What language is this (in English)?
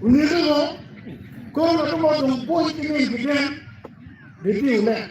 Acoli